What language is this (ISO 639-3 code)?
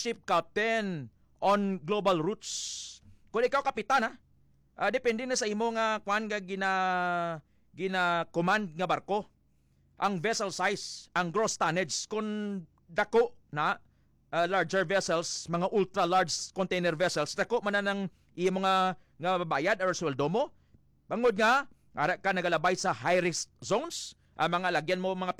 hil